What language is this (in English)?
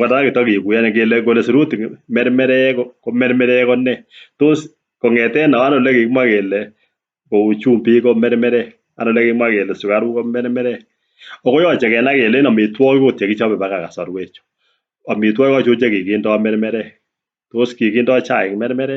Kalenjin